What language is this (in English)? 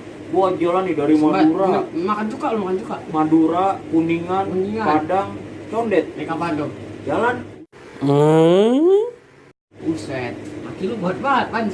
Betawi